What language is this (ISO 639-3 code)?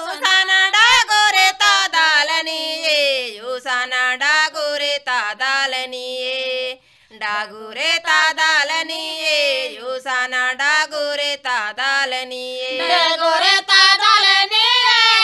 gon